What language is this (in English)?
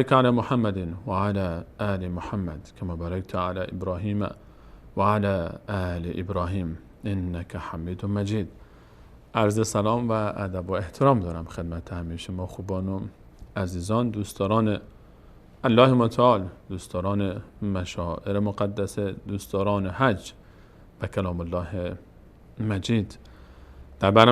Persian